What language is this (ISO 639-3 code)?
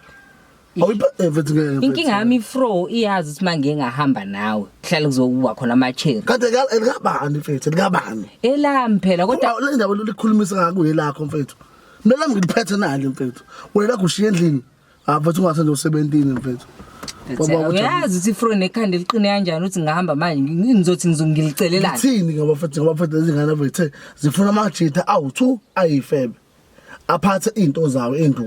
zul